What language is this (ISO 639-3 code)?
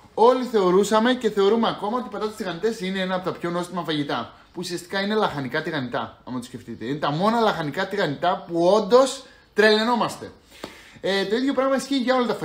ell